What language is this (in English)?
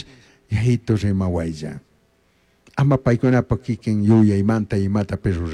Chimborazo Highland Quichua